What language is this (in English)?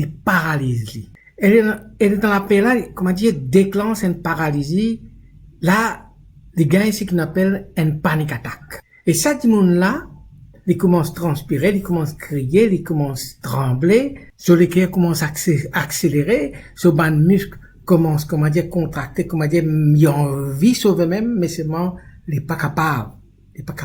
Morisyen